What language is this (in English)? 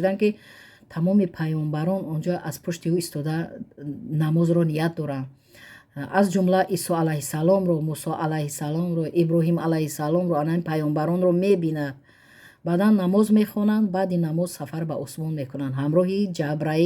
Tajik